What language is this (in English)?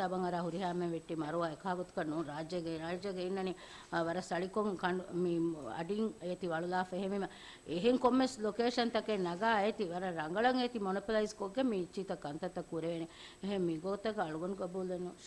Divehi